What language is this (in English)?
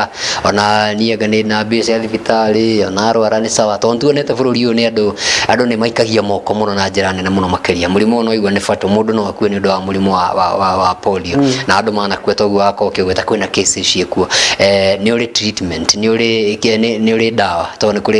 Kikuyu